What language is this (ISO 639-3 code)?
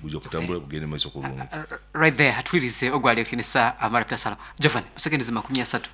nyn